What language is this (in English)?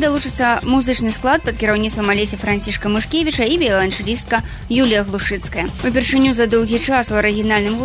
Belarusian